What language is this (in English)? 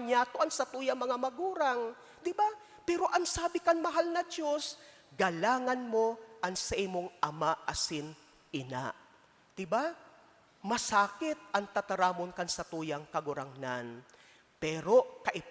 Bikol